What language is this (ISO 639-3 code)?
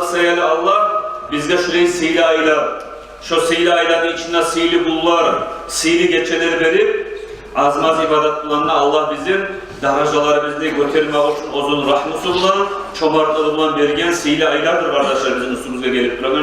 kum